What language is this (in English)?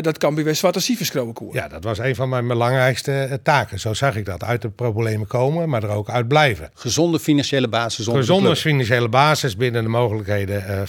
Western Frisian